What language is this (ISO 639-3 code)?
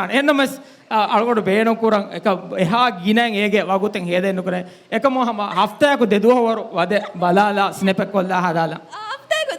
div